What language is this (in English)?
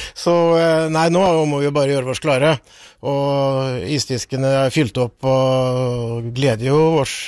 Norwegian